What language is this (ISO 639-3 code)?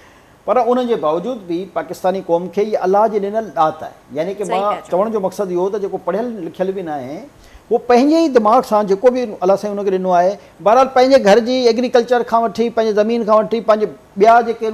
snd